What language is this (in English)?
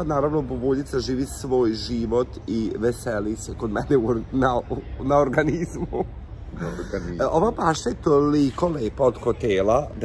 Serbian